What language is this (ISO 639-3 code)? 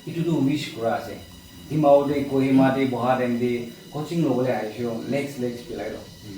nag